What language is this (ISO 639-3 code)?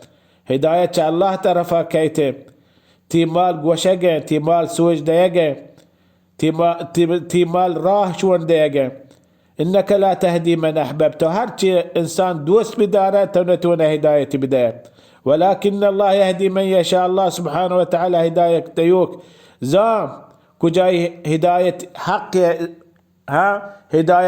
bal